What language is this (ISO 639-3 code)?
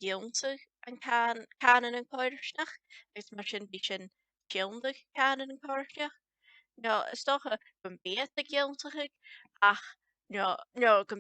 gla